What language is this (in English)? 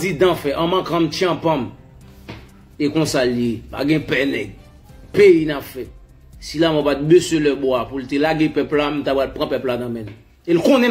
Haitian Creole